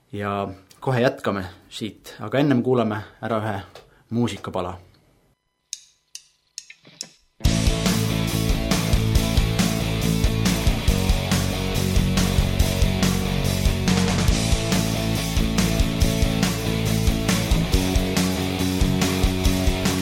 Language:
Estonian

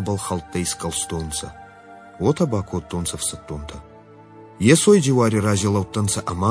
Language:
Ossetic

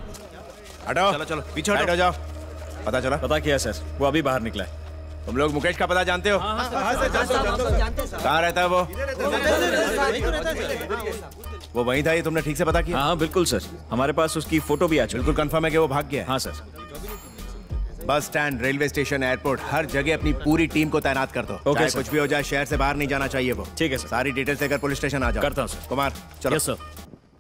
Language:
Hindi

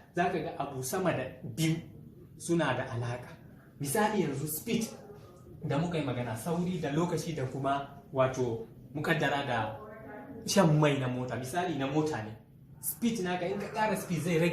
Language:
Hausa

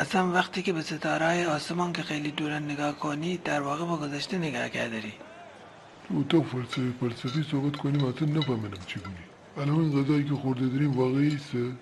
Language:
Gilaki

